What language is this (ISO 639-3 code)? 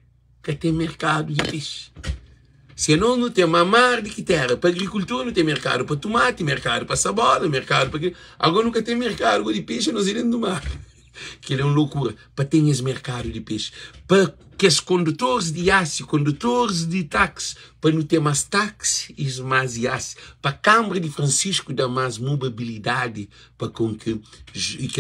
kea